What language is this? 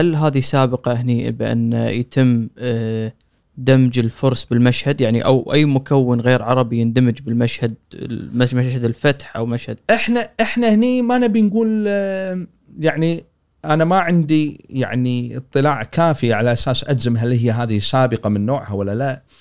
Gulf Arabic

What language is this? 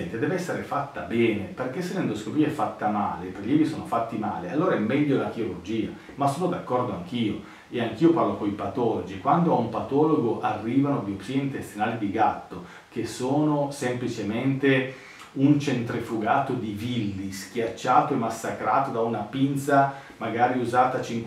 Italian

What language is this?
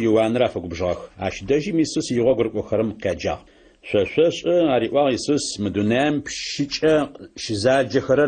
Adyghe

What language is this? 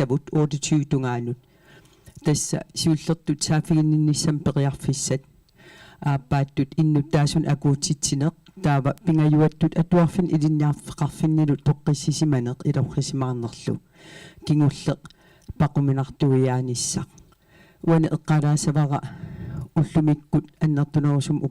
Kalaallisut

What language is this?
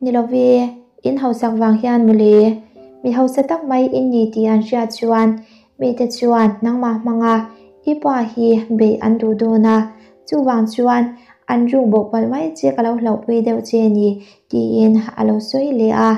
Mizo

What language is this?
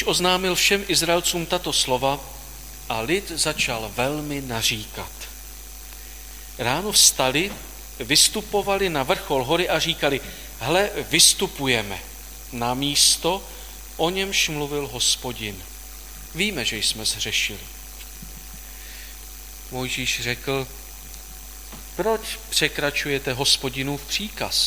Czech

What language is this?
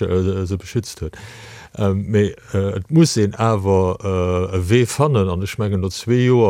Luxembourgish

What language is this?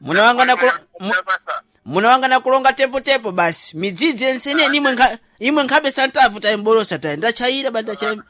Sena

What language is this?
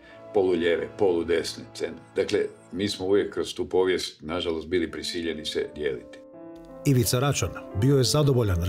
Croatian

